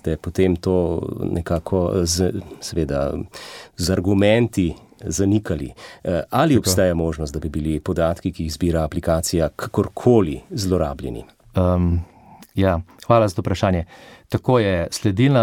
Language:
Slovenian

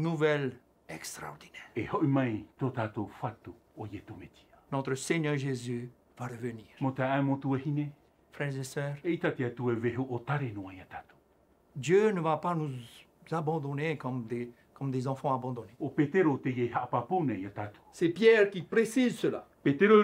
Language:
Tahitian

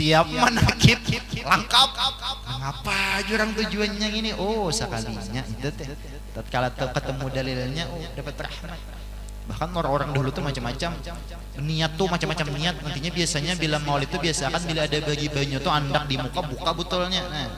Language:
Banjar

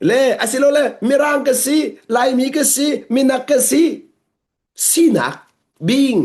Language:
Hakha Chin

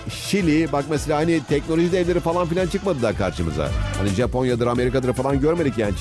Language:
Turkish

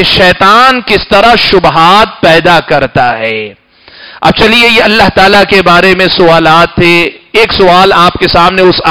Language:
Urdu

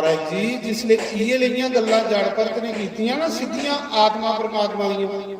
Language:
Dogri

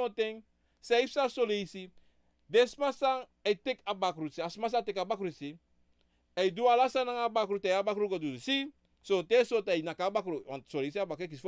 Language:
Sranan Tongo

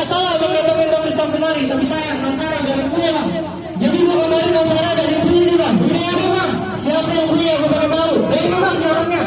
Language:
Betawi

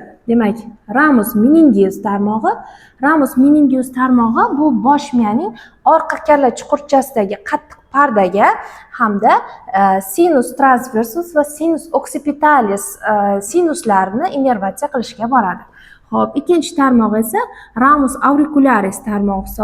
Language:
Uzbek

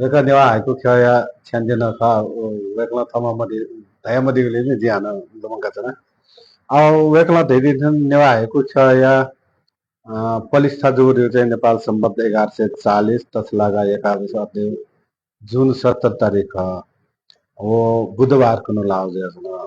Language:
Newari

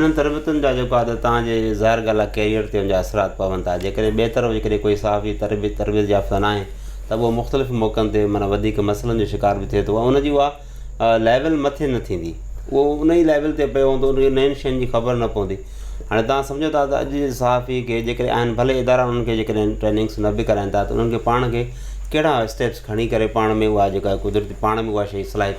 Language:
Sindhi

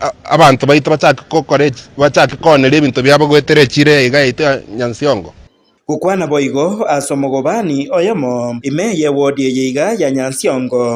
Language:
Gusii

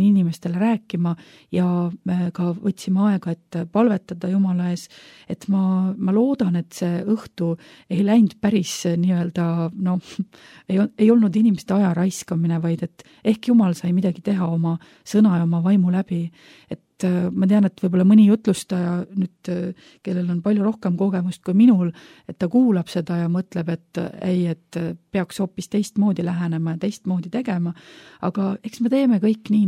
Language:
Estonian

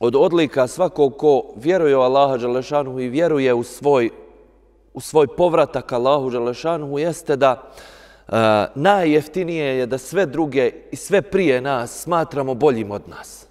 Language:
Bosnian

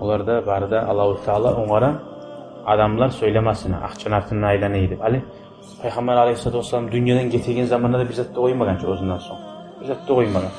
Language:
Kumyk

